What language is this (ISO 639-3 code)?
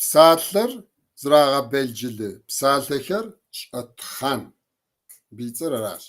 kbd